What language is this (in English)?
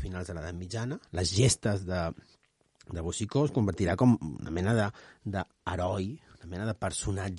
Catalan